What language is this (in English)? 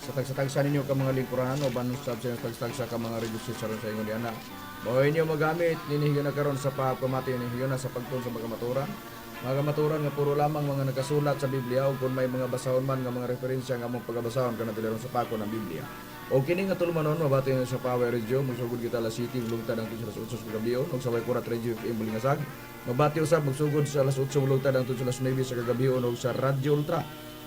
Cebuano